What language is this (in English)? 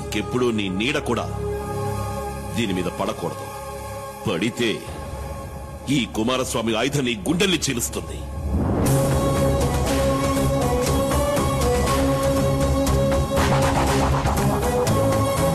Telugu